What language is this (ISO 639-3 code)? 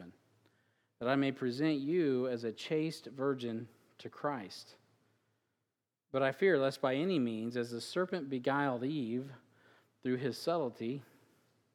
eng